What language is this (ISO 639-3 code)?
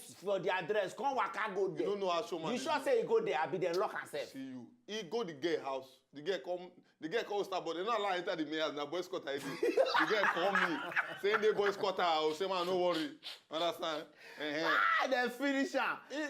pcm